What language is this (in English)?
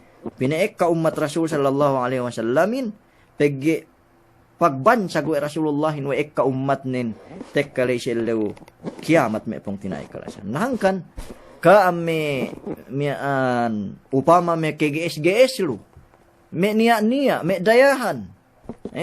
Yakan